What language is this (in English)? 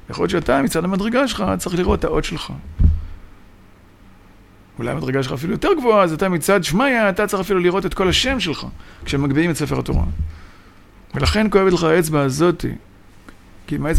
Hebrew